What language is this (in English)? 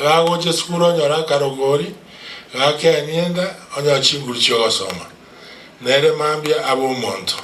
Gusii